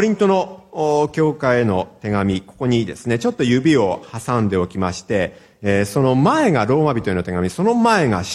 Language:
Japanese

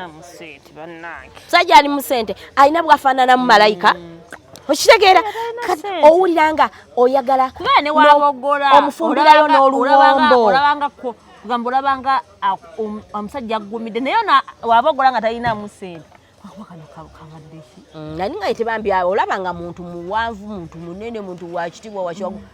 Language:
Ganda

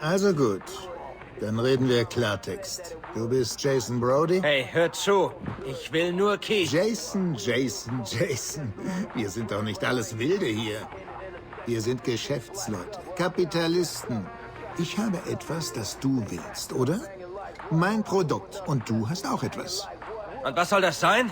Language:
Bavarian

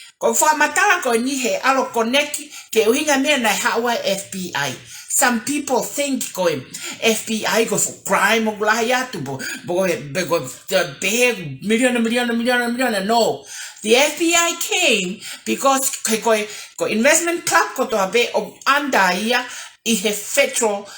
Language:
Tongan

